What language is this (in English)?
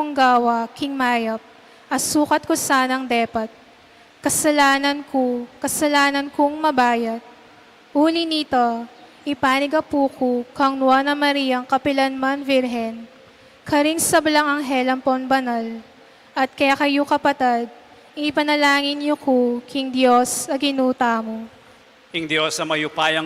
Pampanga